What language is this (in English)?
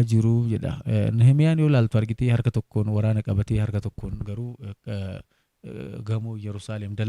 Oromo